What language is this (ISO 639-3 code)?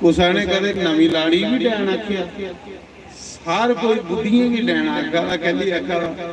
doi